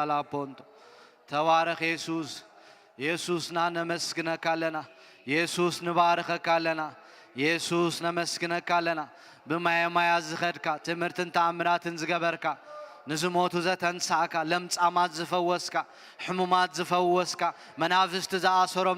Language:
Tigrinya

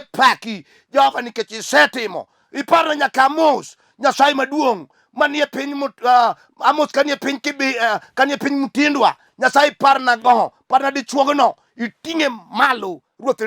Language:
Luo (Kenya and Tanzania)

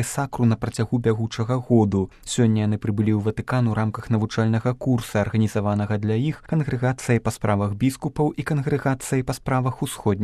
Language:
Belarusian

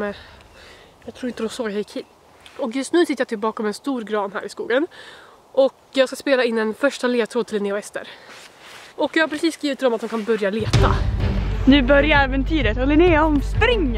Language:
Swedish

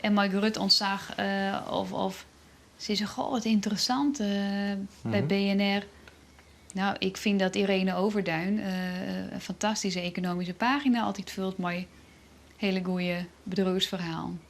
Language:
Western Frisian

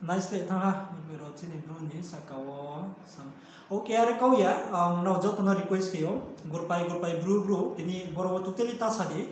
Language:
Riang (India)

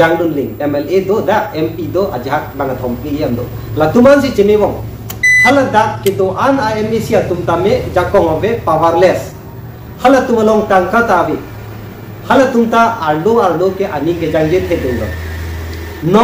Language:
Karbi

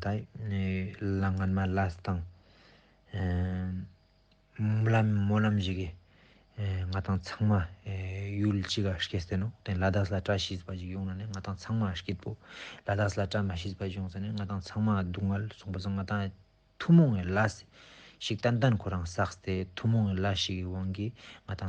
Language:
Ladakhi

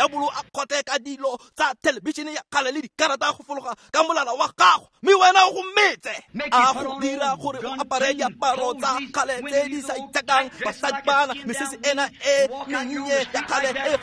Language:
Tswana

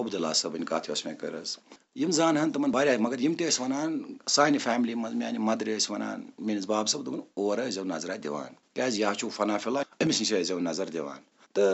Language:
Kashmiri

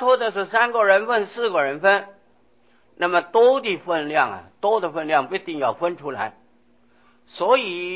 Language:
Chinese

